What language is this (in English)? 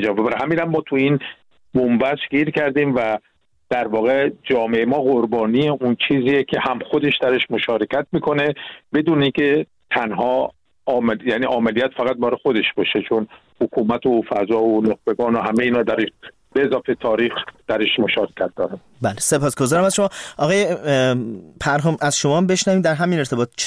Persian